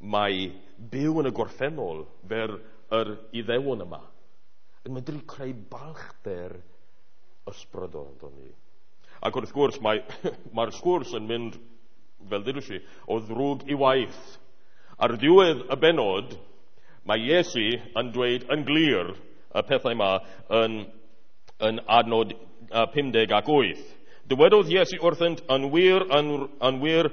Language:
Welsh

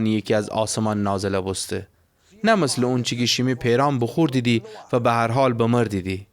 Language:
Gilaki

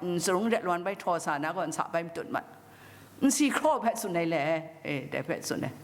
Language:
Kachin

